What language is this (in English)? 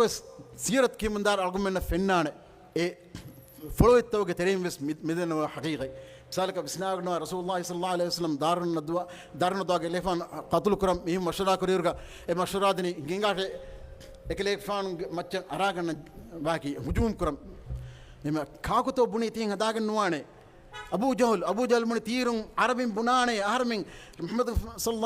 Divehi